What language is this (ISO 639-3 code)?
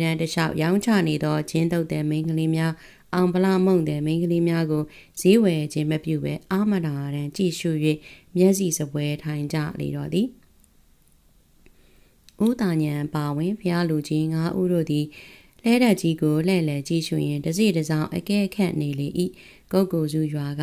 mya